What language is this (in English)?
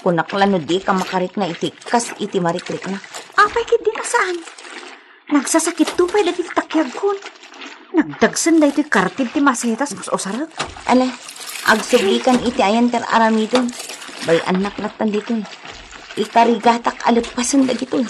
Iloko